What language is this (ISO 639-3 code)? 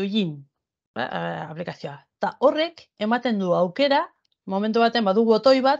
eus